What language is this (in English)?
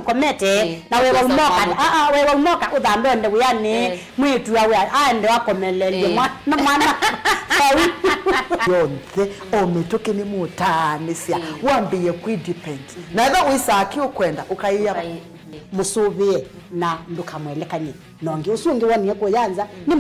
Kamba